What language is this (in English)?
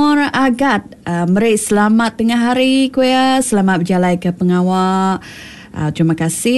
Iban